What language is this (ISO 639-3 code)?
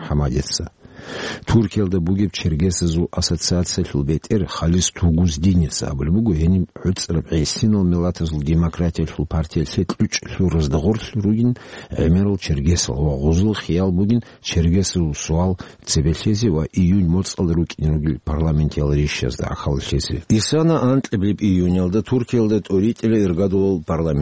ava